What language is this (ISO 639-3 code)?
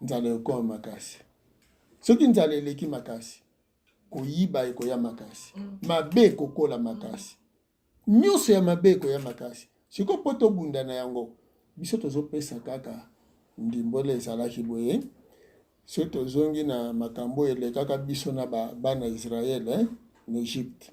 lin